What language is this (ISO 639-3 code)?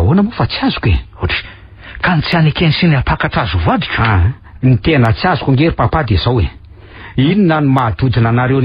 mlg